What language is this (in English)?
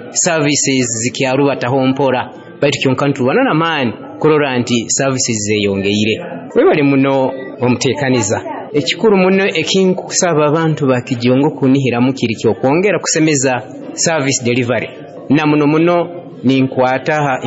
Nyoro